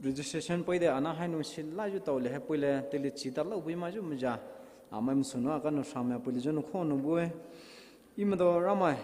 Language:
Poumei Naga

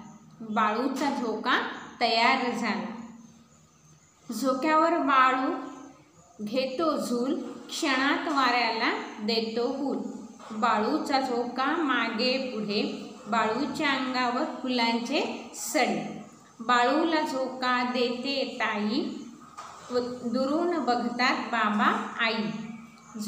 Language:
Marathi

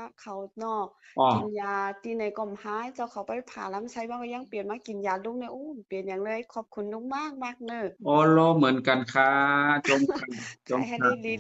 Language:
Shan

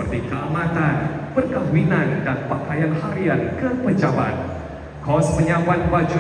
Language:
Malay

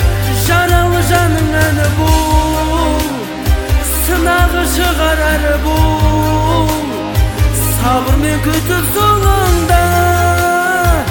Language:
Kazakh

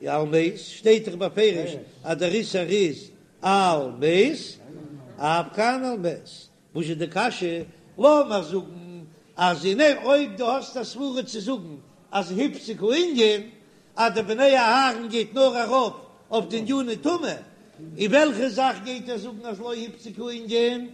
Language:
Yiddish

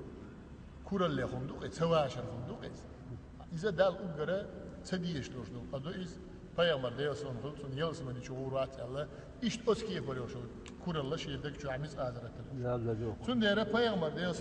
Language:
Chechen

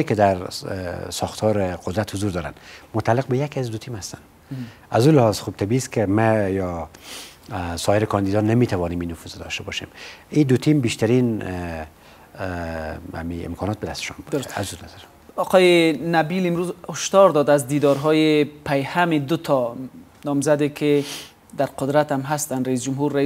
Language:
Persian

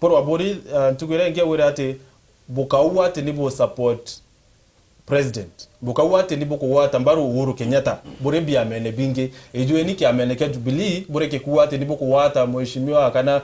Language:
Meru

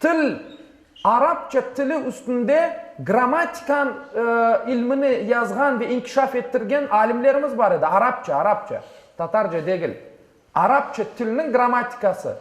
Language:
Crimean Tatar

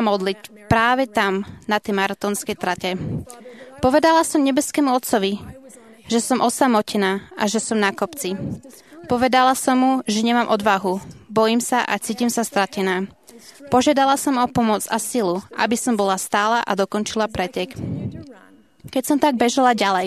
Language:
Slovak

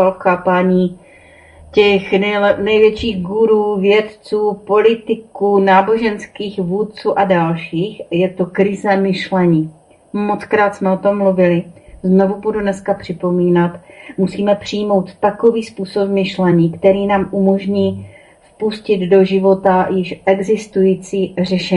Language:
Czech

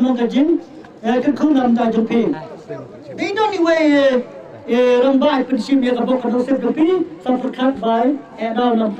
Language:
Khasi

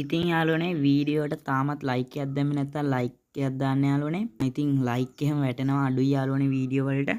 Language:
Sinhala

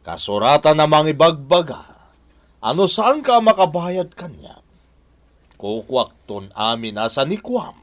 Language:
Iloko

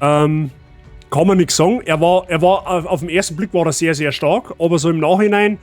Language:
Bavarian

